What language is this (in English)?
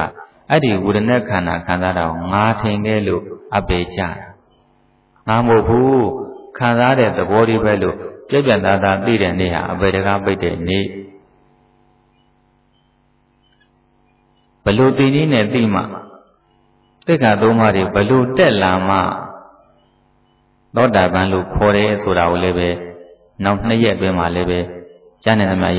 Burmese